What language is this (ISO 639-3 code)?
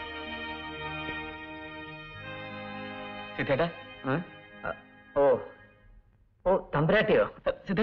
mal